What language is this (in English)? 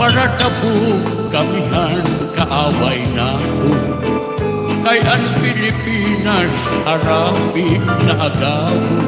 Waray